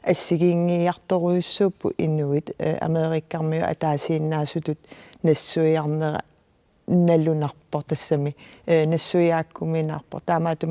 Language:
Kalaallisut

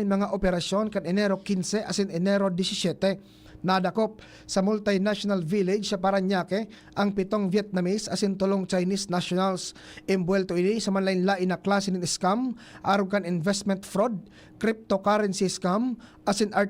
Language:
Bikol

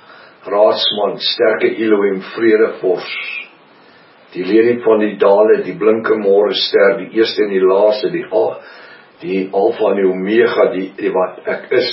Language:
Afrikaans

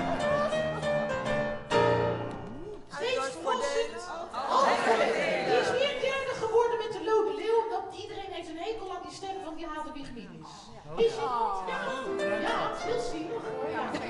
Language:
Dutch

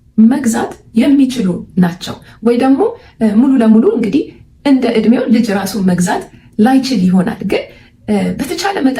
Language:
Amharic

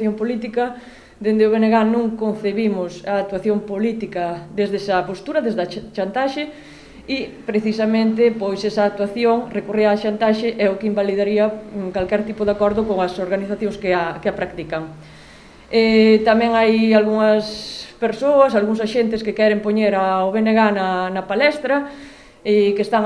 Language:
Galician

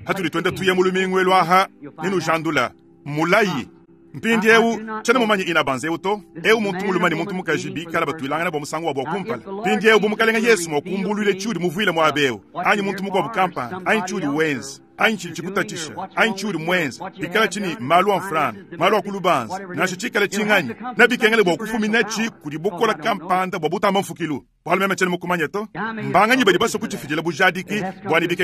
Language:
Luba-Lulua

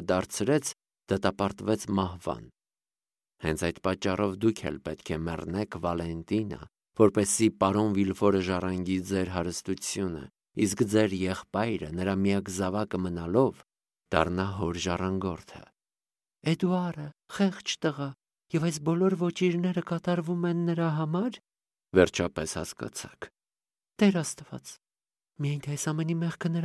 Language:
Armenian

